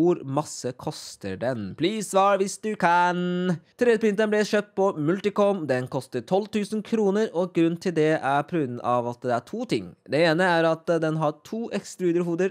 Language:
Norwegian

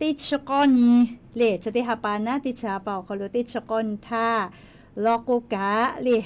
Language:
Lahu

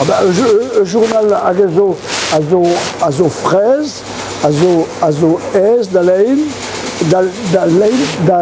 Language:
Breton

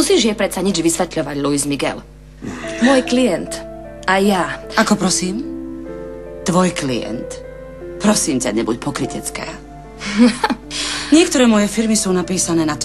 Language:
Slovak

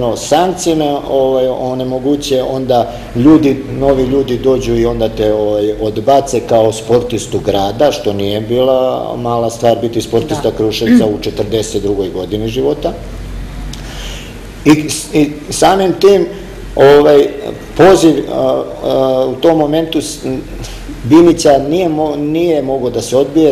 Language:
Serbian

